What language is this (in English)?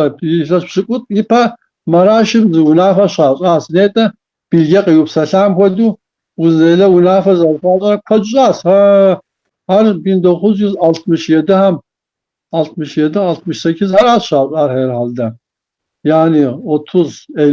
Kabardian